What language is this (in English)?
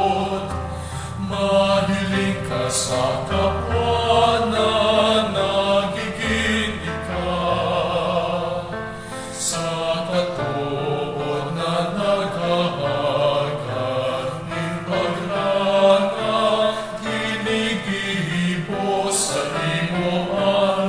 Bikol